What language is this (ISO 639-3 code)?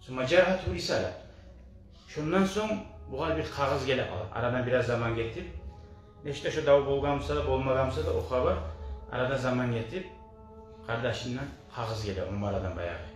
kum